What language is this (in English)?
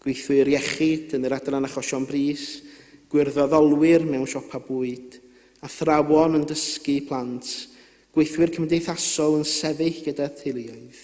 Welsh